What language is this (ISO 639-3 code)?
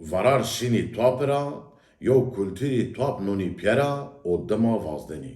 zza